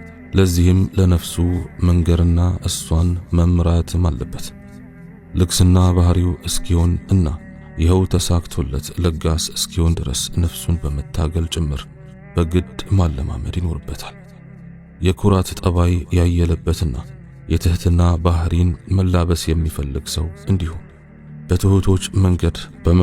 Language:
Amharic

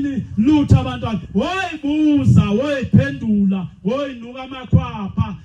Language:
Zulu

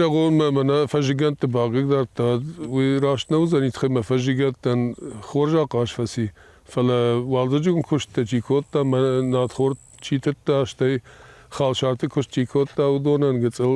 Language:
Ossetic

